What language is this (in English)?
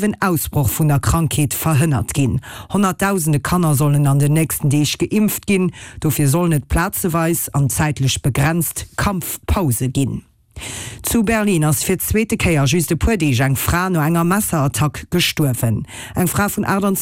Luxembourgish